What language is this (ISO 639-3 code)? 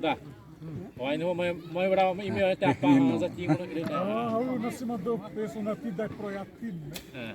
xav